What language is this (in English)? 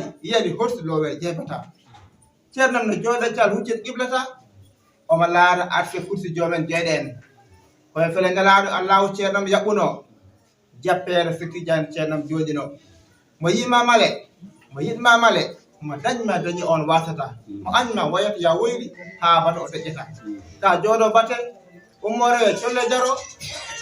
Fula